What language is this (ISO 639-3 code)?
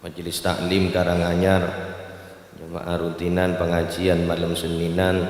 mad